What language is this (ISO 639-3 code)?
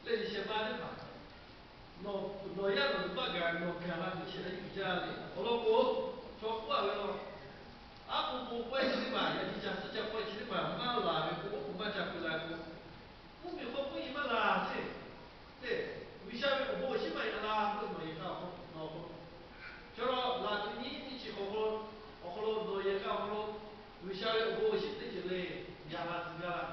lhu